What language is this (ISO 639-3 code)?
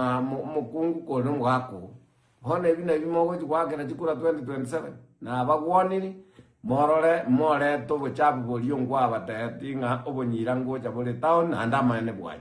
guz